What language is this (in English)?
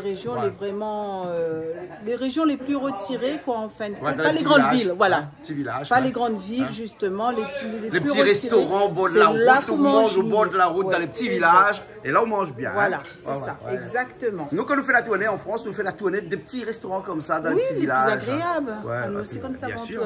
Réunion Creole French